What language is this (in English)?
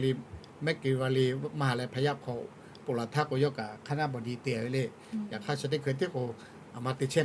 Lahu